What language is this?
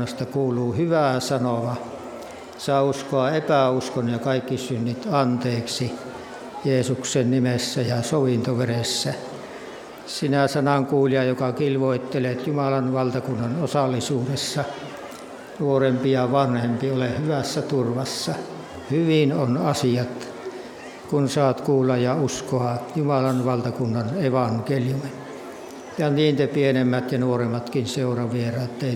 Finnish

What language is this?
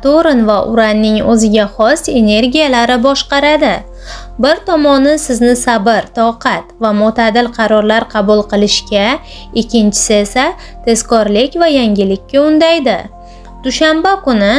Uzbek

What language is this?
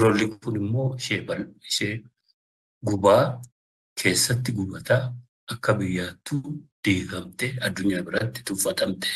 Oromo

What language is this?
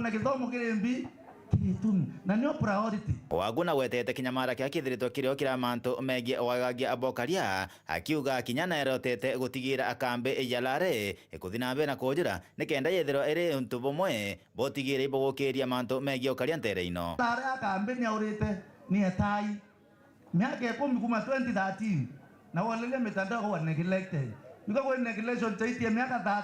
Meru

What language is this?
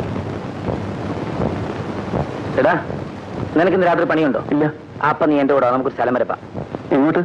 Malayalam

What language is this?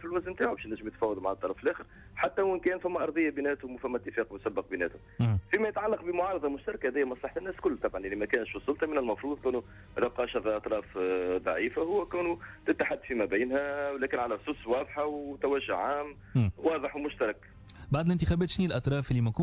Tunisian Arabic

